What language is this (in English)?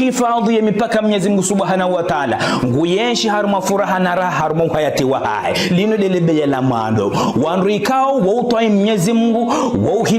Ngazidja Comorian